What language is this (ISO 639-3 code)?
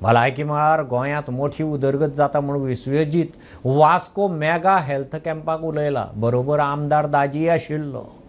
kok